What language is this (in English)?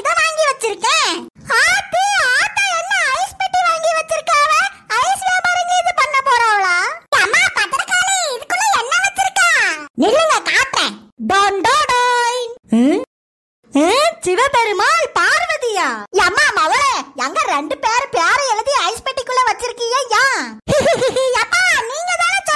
Tamil